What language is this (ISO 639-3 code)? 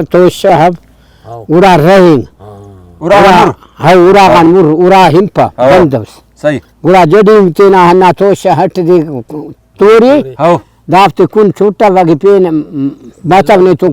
brh